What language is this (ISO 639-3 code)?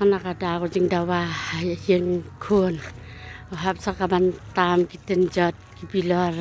kha